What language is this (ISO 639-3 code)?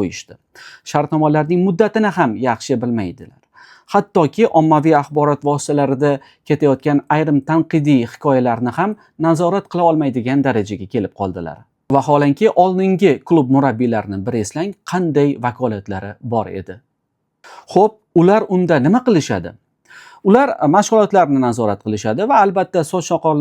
uzb